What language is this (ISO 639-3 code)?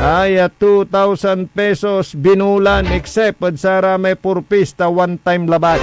pag